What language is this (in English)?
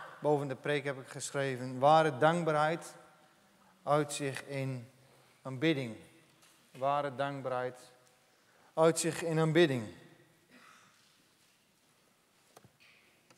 Dutch